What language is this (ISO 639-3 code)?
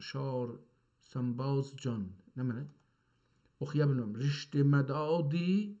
azb